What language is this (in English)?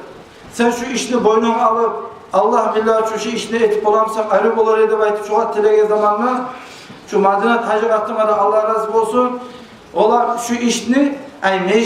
Kumyk